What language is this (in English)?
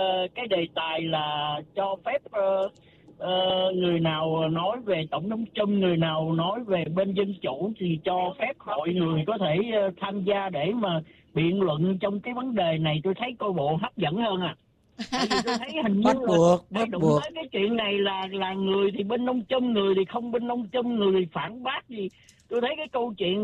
Vietnamese